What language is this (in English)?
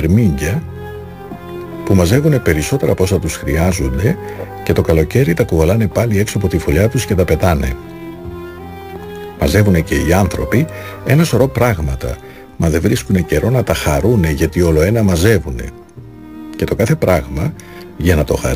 Greek